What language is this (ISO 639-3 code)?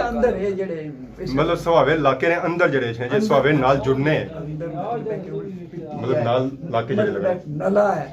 phr